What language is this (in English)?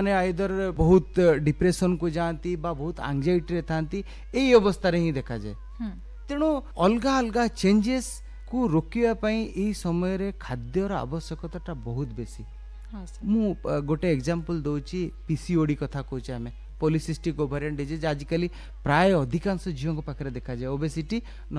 Odia